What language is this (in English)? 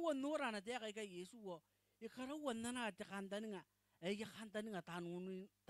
Gilbertese